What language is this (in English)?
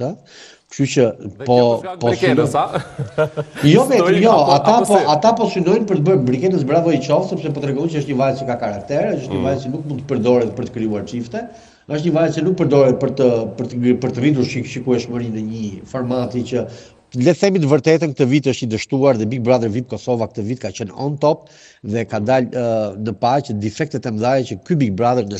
Albanian